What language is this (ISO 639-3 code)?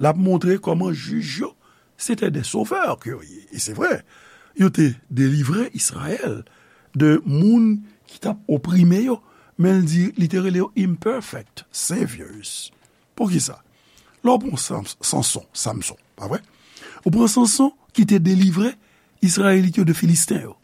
hat